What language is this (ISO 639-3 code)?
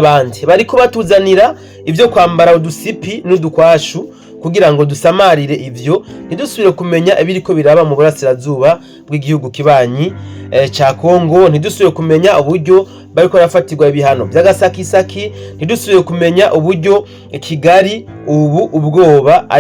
run